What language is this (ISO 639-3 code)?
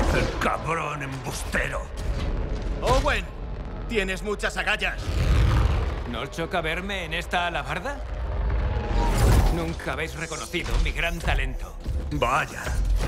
spa